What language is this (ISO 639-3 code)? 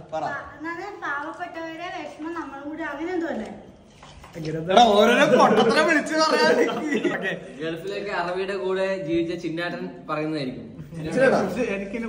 mal